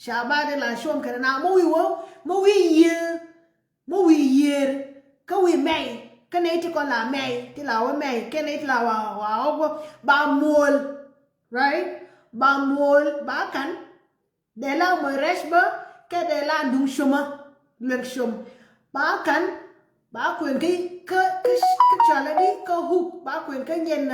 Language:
Nuer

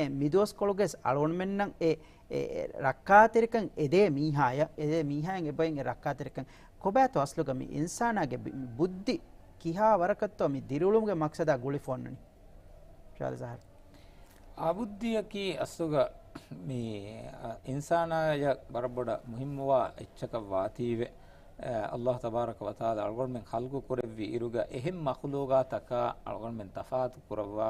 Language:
Divehi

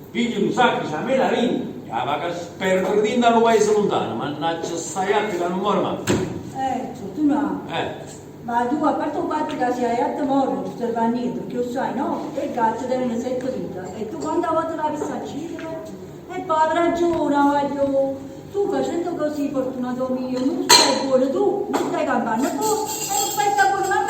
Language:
Neapolitan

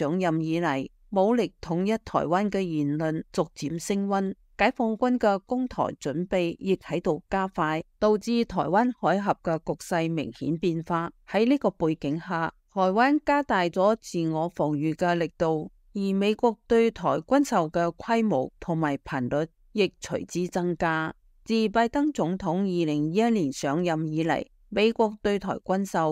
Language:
Cantonese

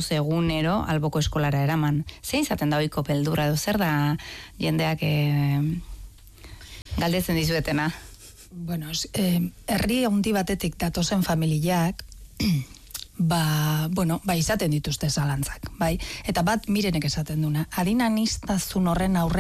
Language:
Basque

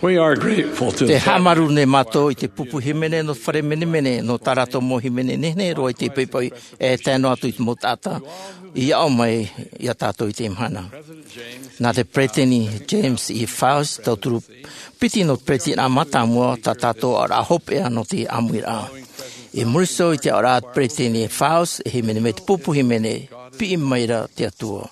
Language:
Tahitian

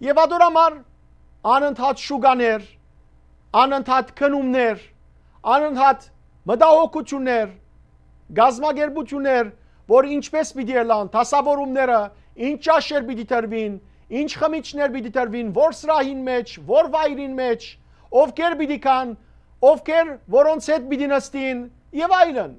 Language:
Western Armenian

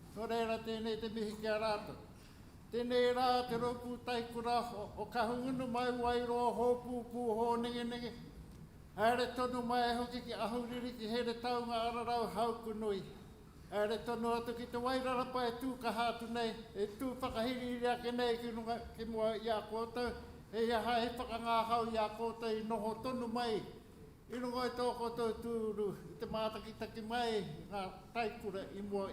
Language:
Māori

